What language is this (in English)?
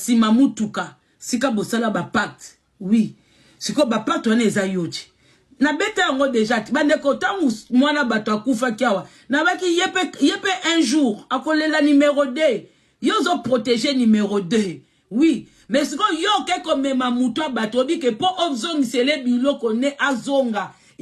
Lingala